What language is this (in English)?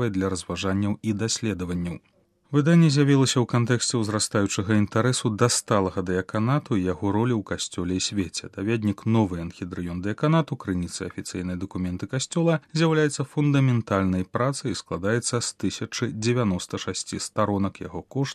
Belarusian